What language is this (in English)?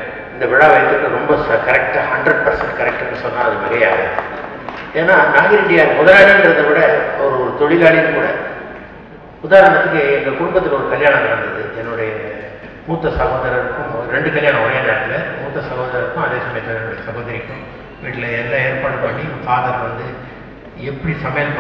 Tamil